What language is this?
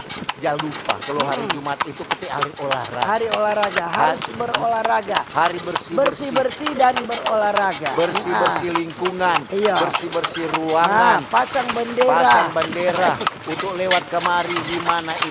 Manado Malay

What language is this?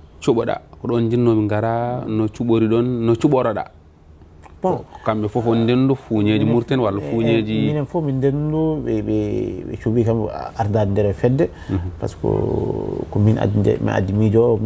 Fula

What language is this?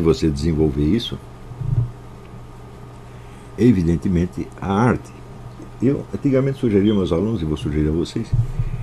Portuguese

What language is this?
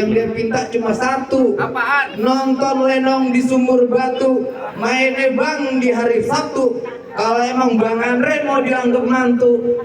Betawi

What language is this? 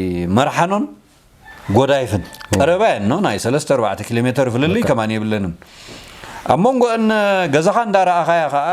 Tigrinya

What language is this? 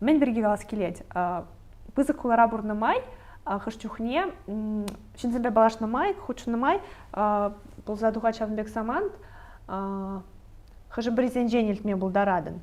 Chuvash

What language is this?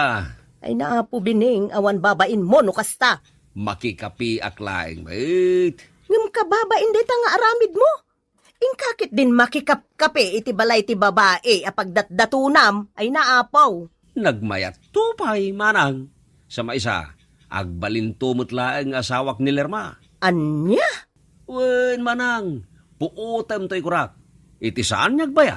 Iloko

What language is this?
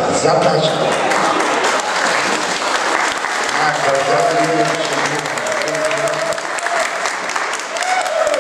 Polish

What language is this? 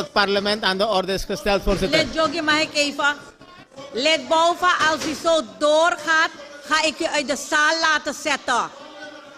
Dutch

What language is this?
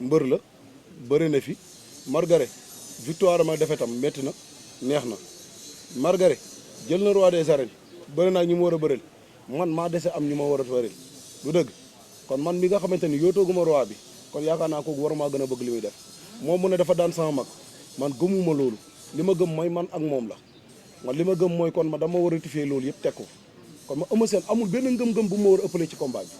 Wolof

